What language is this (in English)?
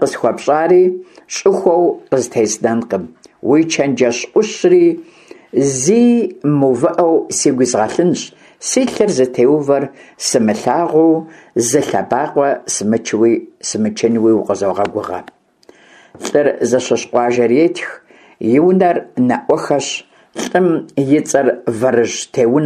Kabardian